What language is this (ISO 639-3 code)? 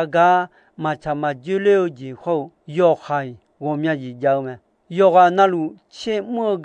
ahk